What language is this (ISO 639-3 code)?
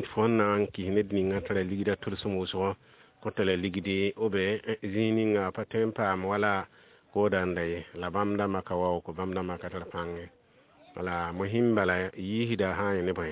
mos